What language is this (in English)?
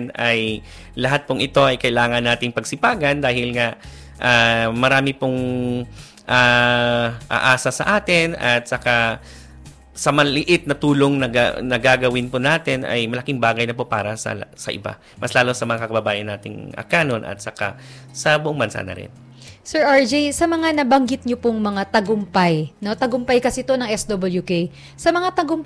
Filipino